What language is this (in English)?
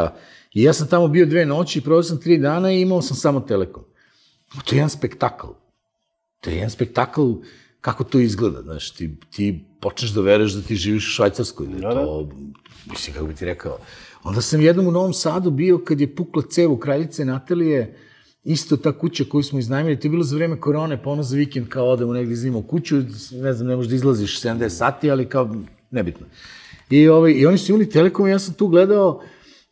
Serbian